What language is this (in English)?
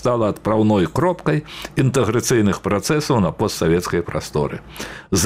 Belarusian